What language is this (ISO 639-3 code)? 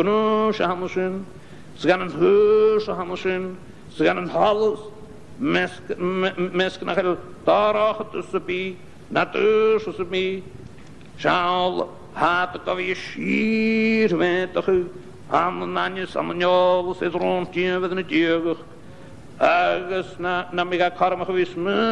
gla